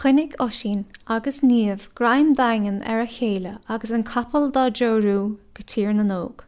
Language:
Irish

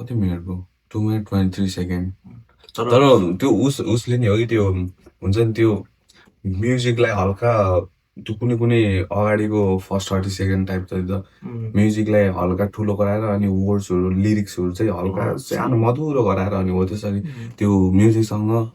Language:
Nepali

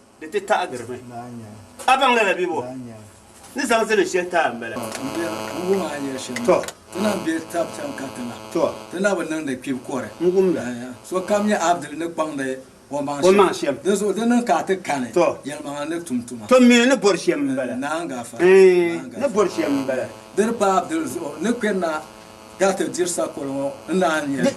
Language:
Dagbani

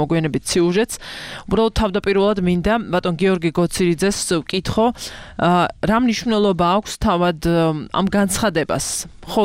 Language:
Georgian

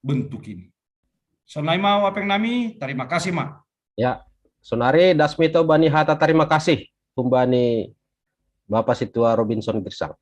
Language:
Batak Simalungun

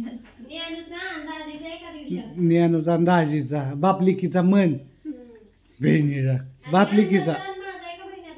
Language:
Marathi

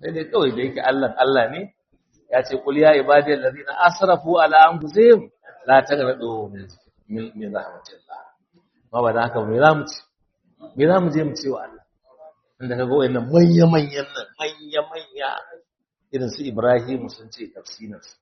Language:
Hausa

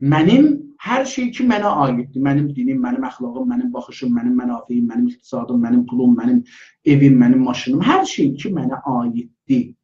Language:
South Azerbaijani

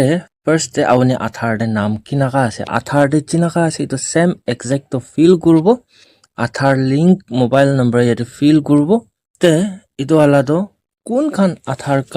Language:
Naga Pidgin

